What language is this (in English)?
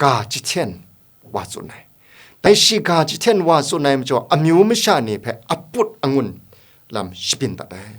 Kachin